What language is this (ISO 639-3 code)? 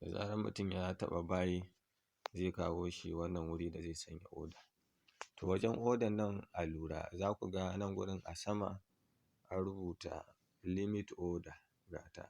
hau